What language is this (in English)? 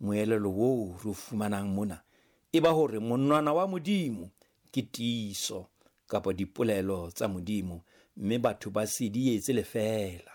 Southern Sotho